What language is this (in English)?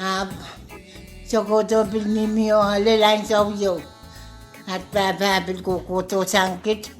Pohnpeian